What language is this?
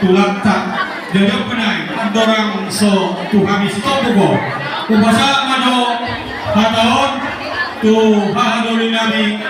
Batak Toba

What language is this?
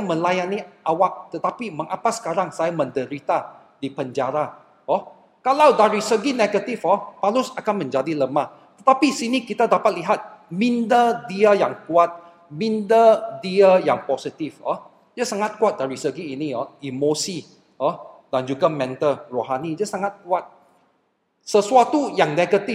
Malay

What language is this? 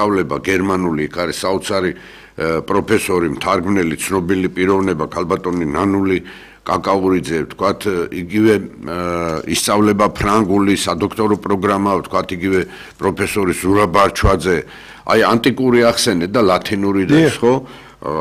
Georgian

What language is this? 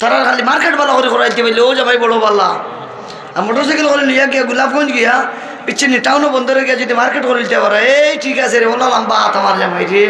Sylheti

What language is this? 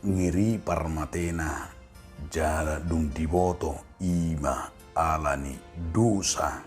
Batak Toba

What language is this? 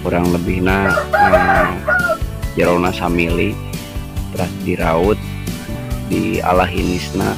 Sundanese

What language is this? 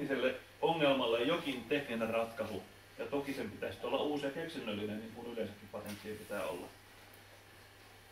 Finnish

